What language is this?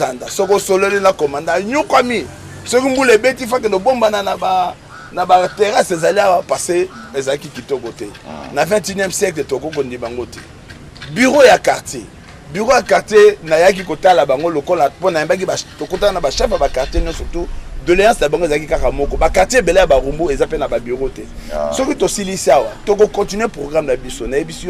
Lingala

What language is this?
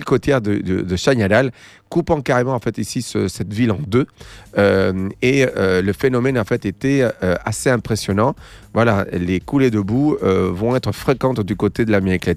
French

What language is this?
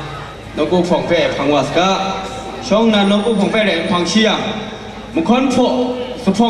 Kachin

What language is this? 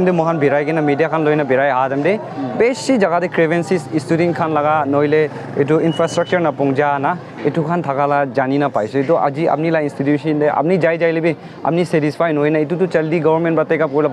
Naga Pidgin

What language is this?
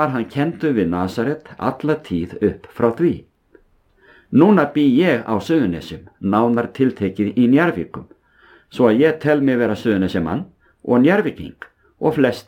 Icelandic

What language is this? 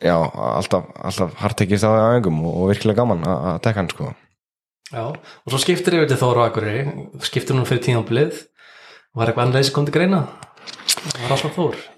Icelandic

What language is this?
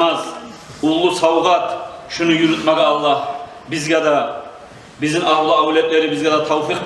Kumyk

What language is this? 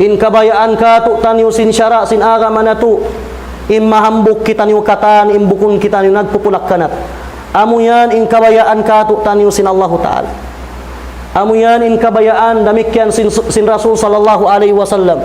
Tausug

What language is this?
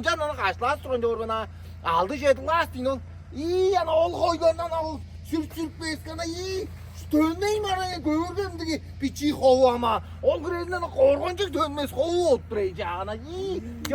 Tuvinian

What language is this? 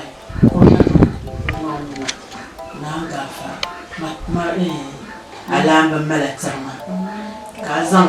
Dagbani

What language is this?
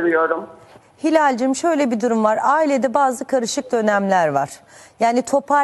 Turkish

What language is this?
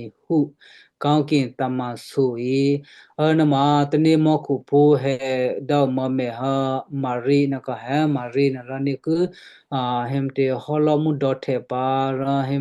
Western Kayah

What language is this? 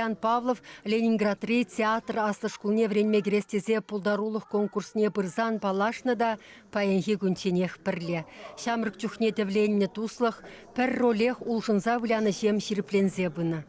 Chuvash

